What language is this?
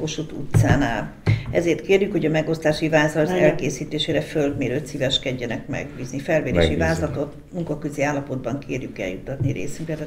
Hungarian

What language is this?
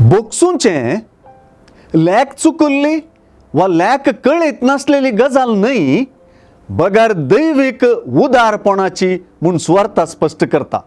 Konkani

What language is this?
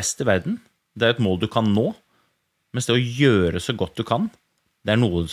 Norwegian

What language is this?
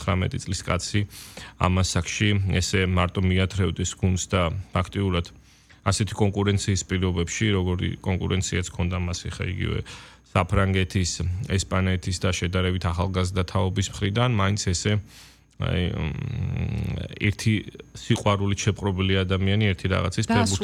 Georgian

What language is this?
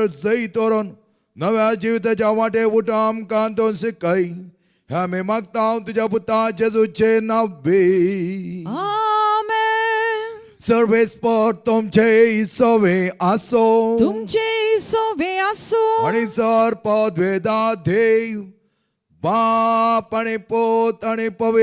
Konkani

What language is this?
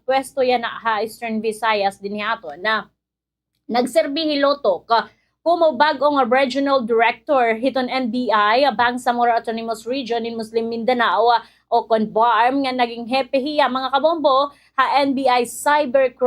Waray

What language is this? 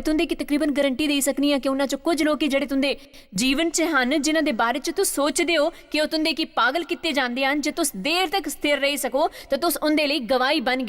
Dogri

